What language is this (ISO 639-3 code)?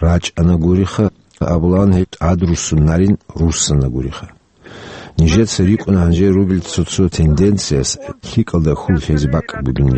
ava